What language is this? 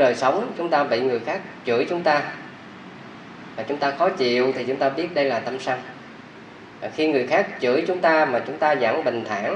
Vietnamese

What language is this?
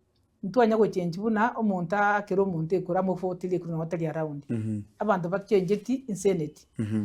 Gusii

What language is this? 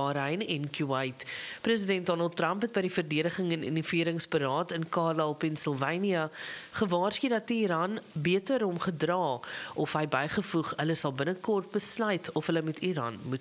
Afrikaans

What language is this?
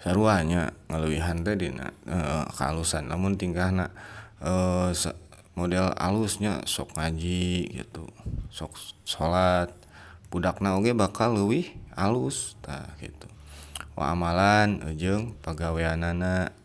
Sundanese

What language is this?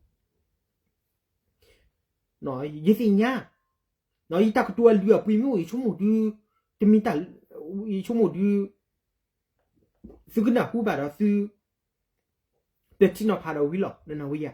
S'gaw Karen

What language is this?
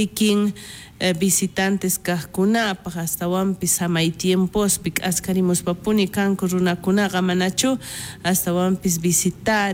South Bolivian Quechua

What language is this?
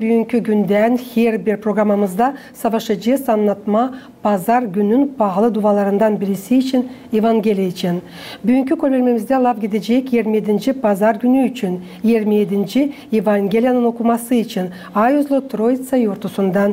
Gagauz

